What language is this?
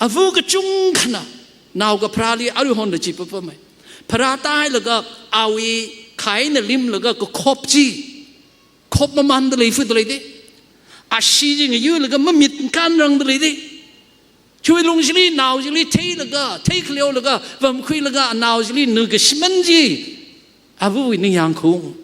Tangkhul Naga (India)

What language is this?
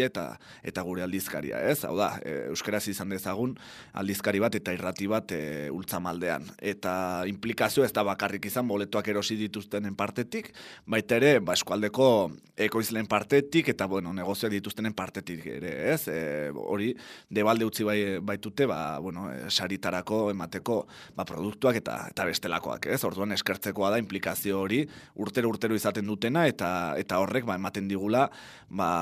Basque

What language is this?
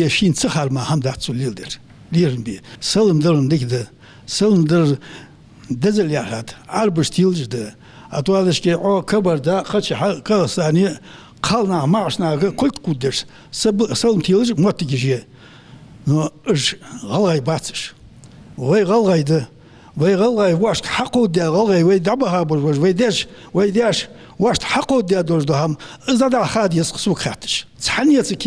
Ingush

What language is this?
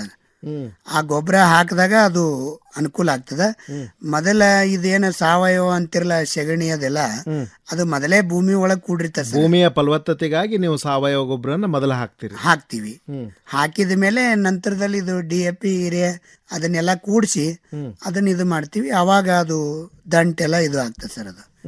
Kannada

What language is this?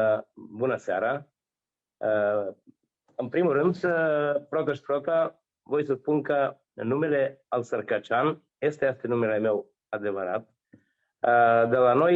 Aromanian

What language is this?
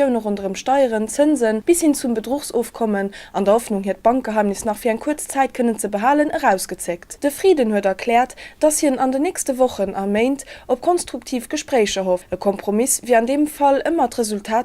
Luxembourgish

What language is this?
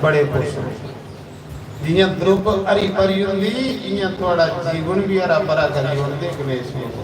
Dogri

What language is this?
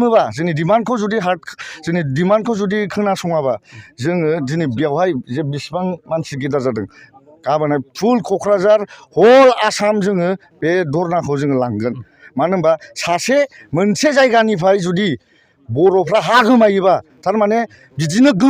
Bodo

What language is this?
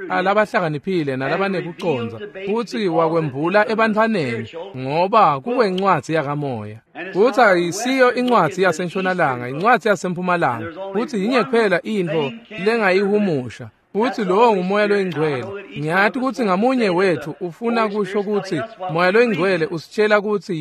Swati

